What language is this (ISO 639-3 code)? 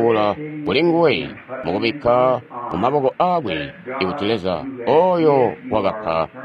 toi